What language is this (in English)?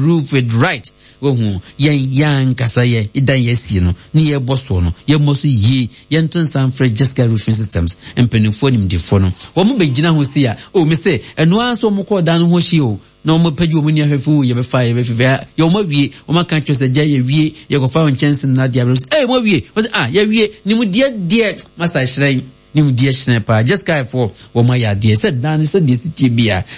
Akan